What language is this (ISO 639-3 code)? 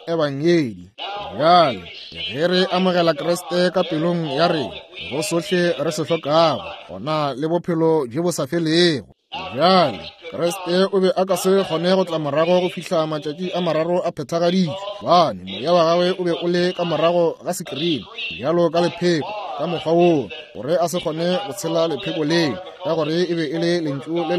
nso